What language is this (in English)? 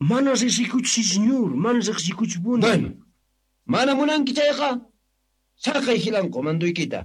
South Bolivian Quechua